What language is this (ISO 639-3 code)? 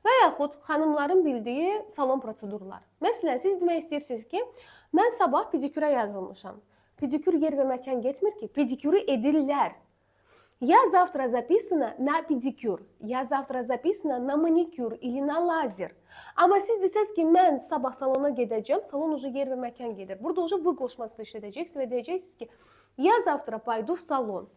aze